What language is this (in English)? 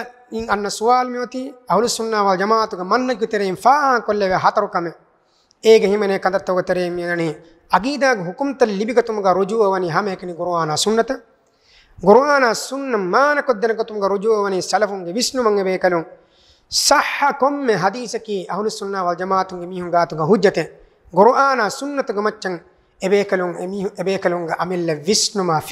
Divehi